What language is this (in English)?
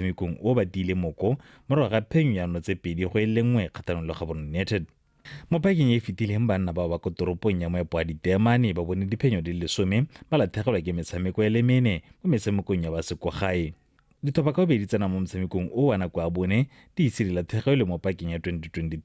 Tswana